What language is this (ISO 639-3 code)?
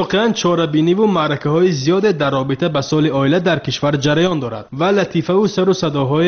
tgk